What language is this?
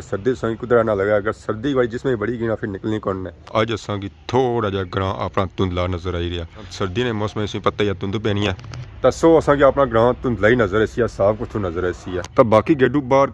Pahari-Potwari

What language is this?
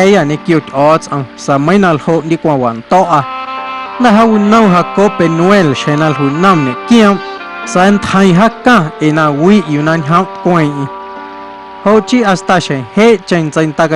Guerrero Amuzgo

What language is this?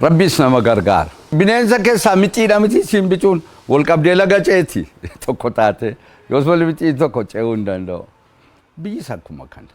Oromo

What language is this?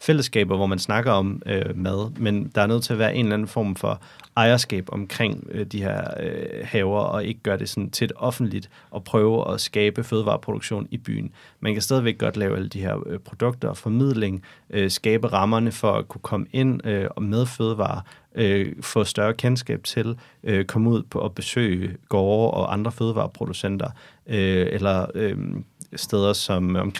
Danish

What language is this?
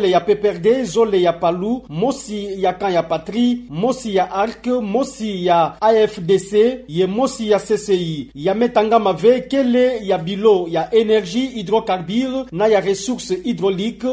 Kituba (Democratic Republic of Congo)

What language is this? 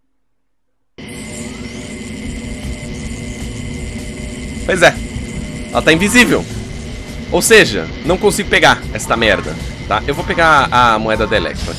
Portuguese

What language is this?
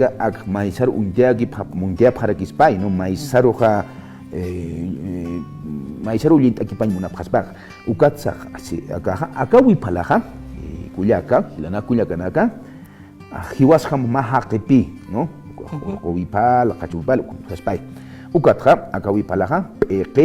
Aymara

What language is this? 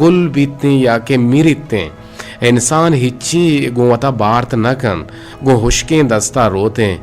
Eastern Balochi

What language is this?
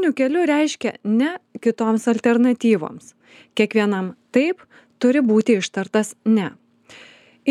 Lithuanian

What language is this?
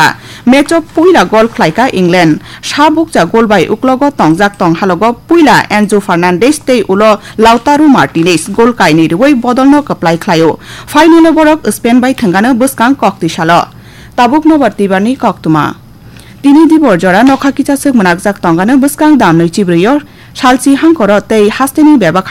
Kok Borok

